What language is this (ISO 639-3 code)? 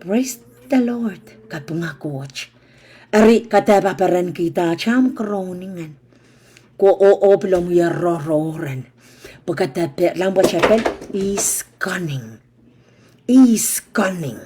pon